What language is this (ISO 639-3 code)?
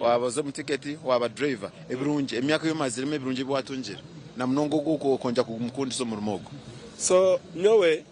nyn